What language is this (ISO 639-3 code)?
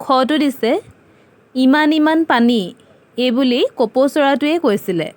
asm